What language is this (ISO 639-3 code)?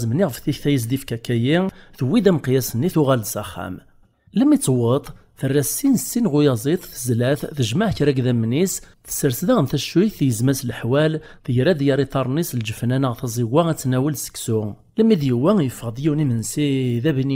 kab